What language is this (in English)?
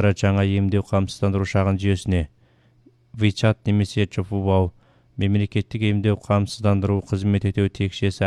Kazakh